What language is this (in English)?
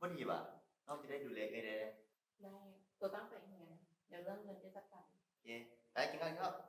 Lao